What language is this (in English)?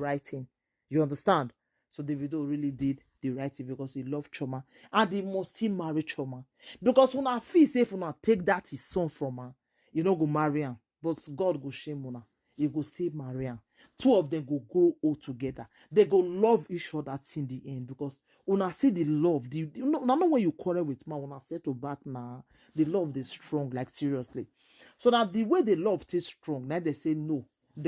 Nigerian Pidgin